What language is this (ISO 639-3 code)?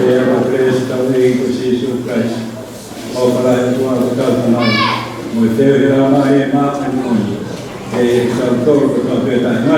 ton